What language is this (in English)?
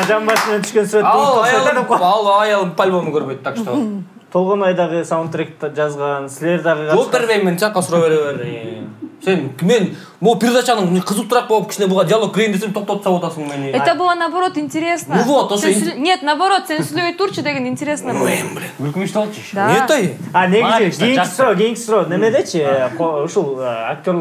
Kyrgyz